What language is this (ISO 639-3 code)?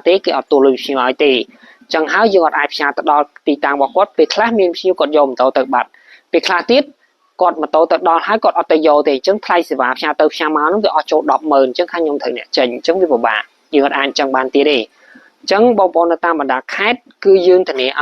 khm